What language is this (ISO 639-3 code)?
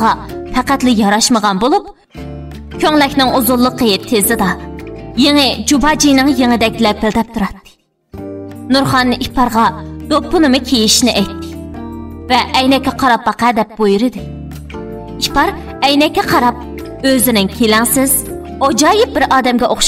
uig